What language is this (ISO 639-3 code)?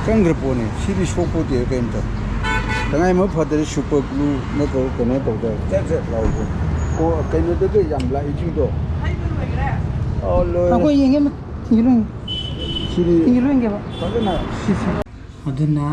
mni